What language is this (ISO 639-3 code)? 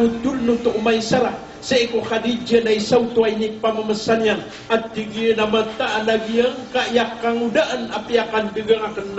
mrw